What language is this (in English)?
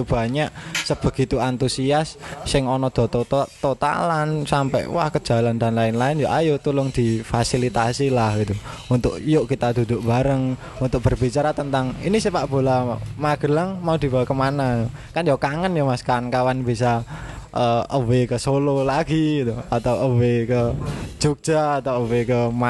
Indonesian